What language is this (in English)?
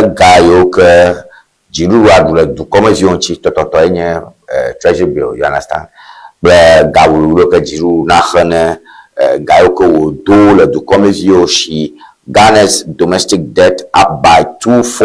Ewe